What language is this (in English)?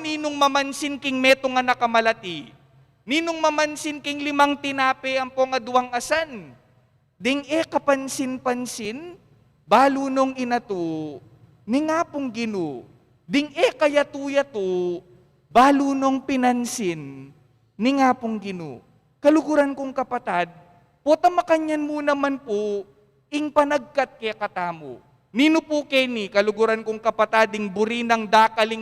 Pampanga